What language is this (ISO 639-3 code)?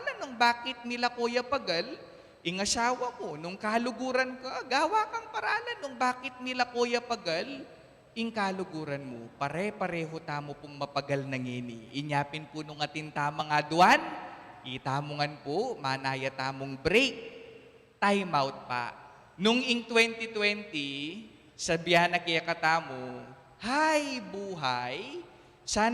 pam